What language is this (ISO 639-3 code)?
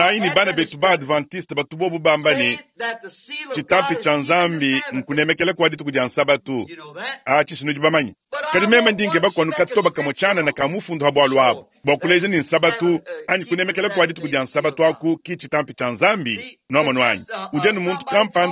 lua